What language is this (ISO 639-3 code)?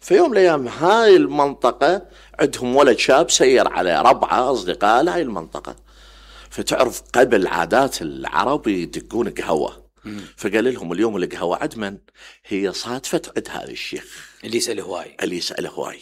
acm